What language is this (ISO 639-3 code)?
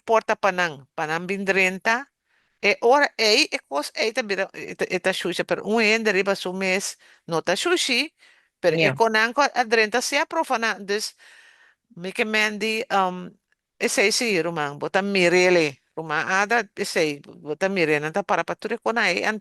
pap